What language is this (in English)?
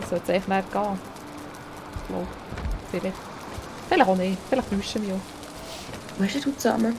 Swiss German